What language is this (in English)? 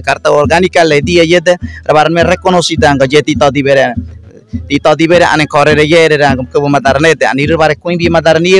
Ngäbere